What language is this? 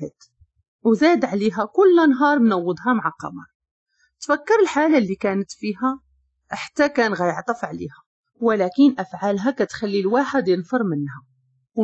Moroccan Arabic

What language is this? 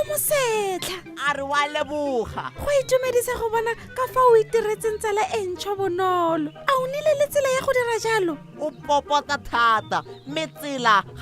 Tswana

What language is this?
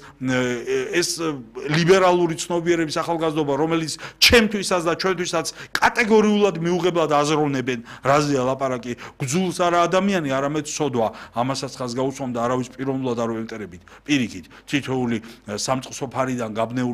Georgian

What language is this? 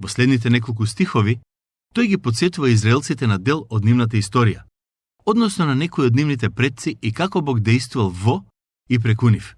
Macedonian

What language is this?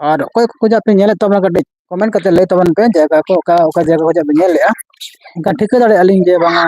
Santali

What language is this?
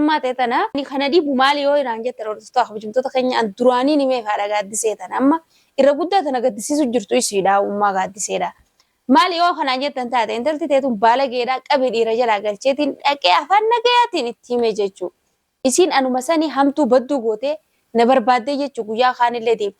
Oromo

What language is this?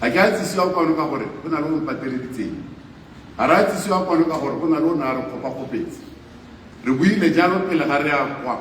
Tswana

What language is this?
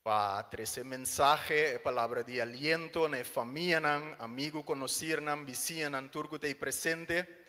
Papiamento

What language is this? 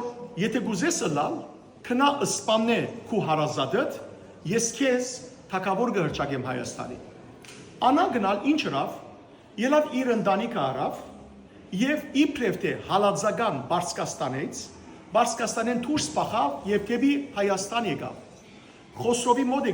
Western Armenian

